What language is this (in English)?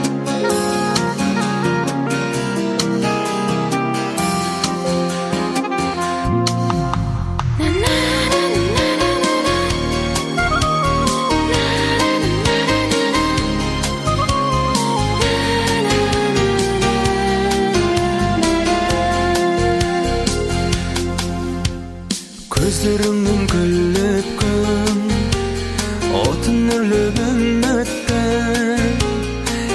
Kazakh